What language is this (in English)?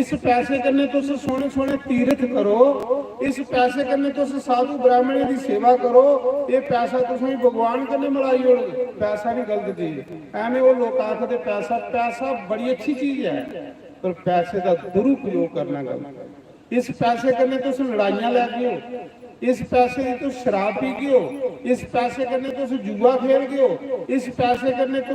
Dogri